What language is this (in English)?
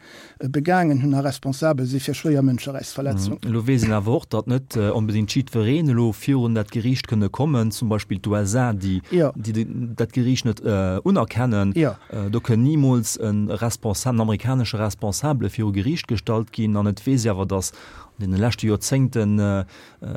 Luxembourgish